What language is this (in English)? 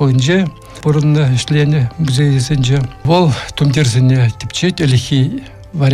Chuvash